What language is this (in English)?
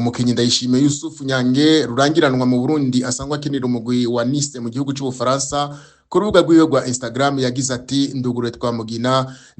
Rundi